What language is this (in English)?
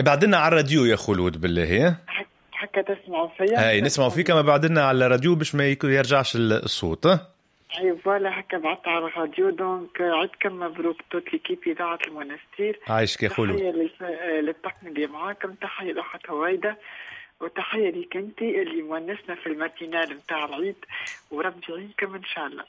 Tunisian Arabic